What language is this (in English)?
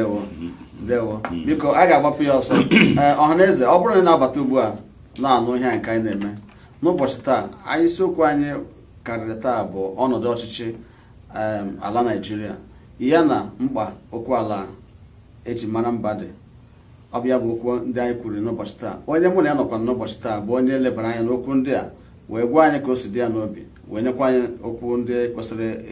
Igbo